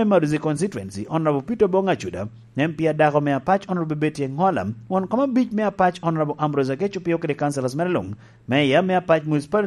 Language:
Lango (Uganda)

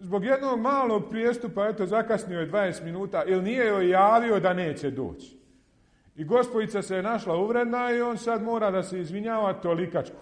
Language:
Bosnian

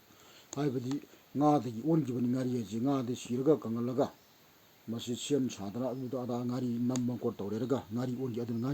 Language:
Manipuri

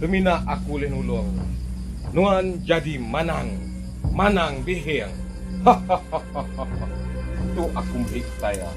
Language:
Iban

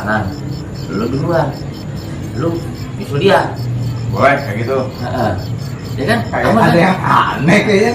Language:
Betawi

